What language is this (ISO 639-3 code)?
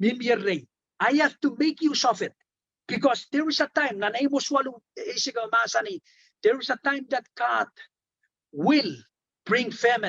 pon